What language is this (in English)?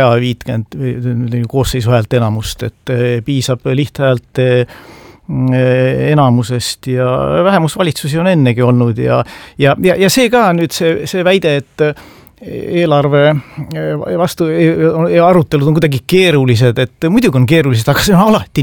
Estonian